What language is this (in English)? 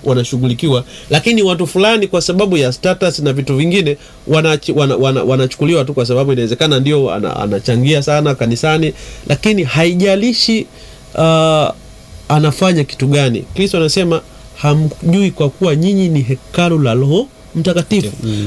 Swahili